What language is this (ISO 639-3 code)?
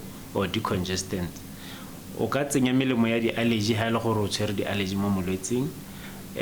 tsn